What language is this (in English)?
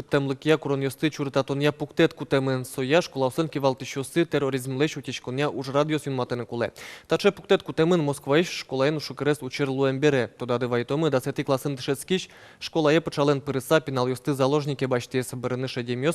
Udmurt